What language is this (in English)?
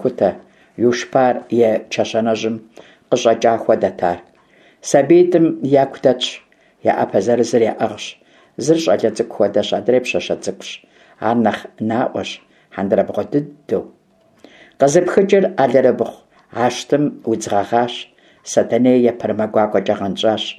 Kabardian